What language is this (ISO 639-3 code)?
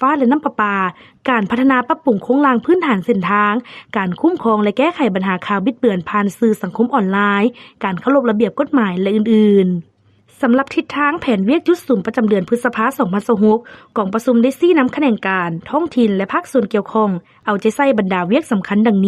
lao